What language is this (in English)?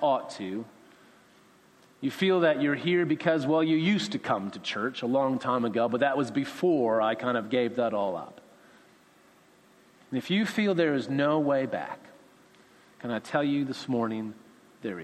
English